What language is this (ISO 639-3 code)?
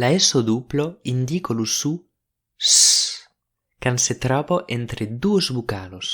oci